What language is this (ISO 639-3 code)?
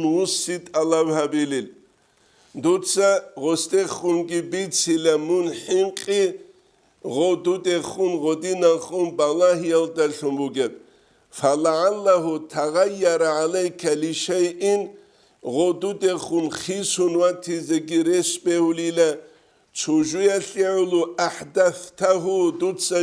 ava